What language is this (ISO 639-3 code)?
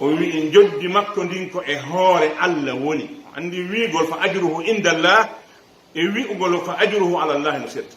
fuf